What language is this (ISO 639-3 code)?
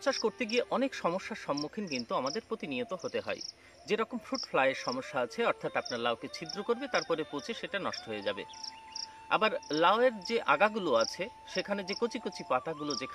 ben